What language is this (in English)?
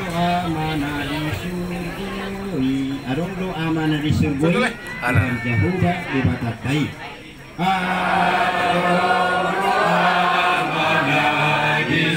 Batak Toba